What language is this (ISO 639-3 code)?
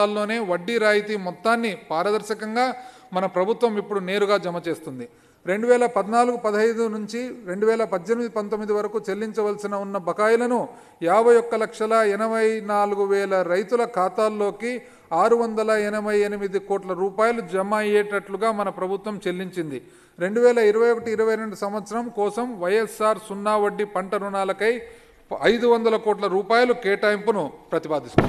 tel